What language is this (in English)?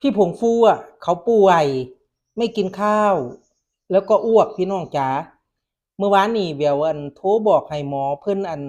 Northeastern Thai